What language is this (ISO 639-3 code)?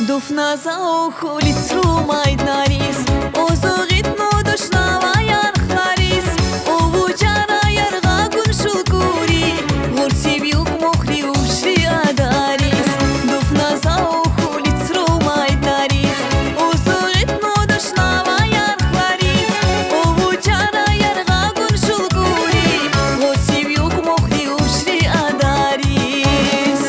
tab